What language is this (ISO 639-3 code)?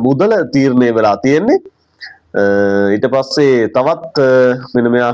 sin